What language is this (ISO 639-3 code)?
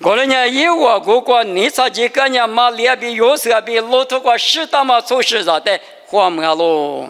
lis